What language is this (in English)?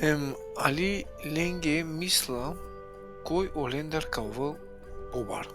Balkan Romani